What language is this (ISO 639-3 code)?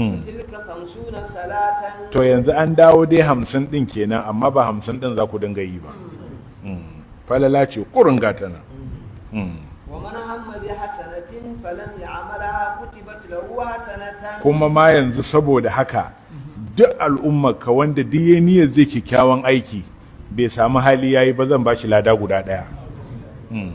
hau